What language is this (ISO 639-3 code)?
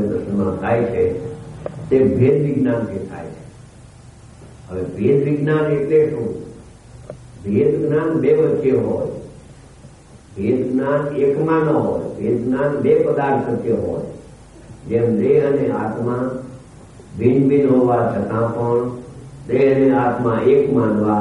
guj